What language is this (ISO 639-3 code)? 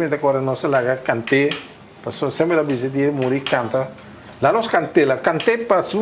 pap